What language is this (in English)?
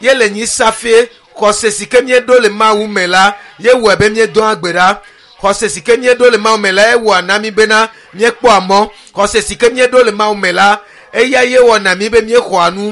Ewe